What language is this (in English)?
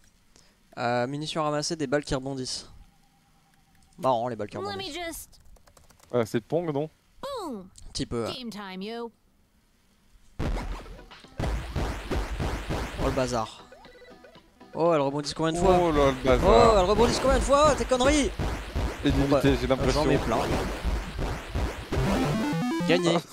French